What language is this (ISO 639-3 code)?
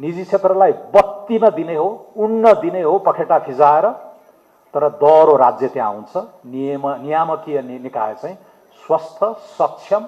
nep